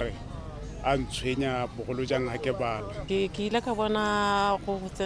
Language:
Tswana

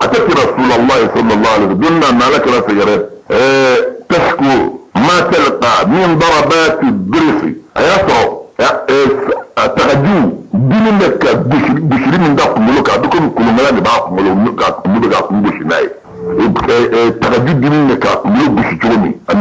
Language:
Bambara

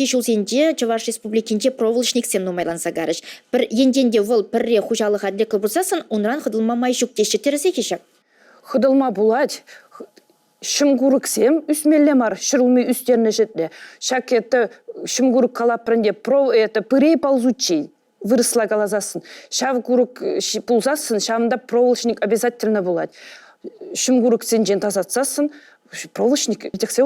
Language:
Chuvash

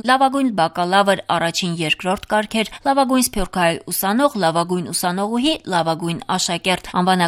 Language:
Armenian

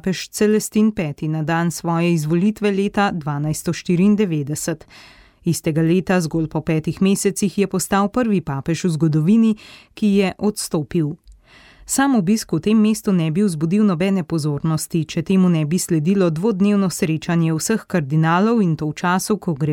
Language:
Slovenian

